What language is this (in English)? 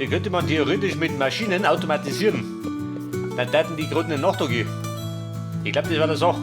Bavarian